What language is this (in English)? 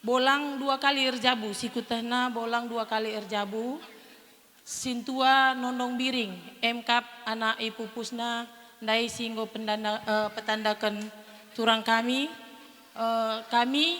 Batak Karo